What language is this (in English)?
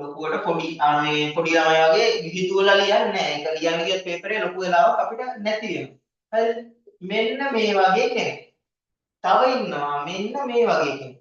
Sinhala